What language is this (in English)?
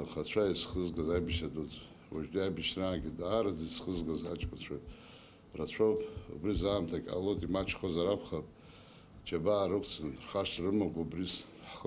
Abkhazian